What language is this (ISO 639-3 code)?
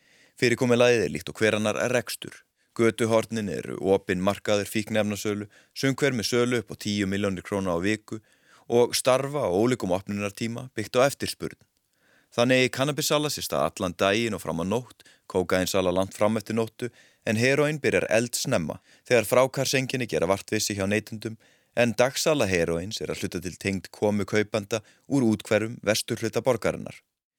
isl